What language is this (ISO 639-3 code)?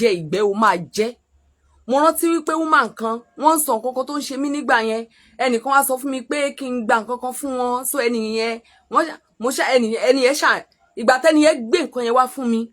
yor